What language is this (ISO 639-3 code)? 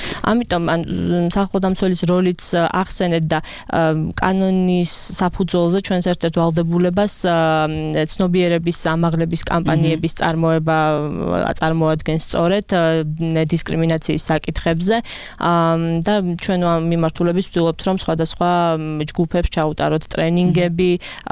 kat